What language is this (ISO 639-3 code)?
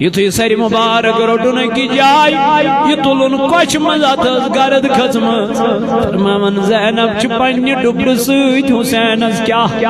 kas